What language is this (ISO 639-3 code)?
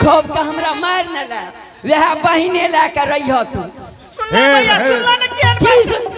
anp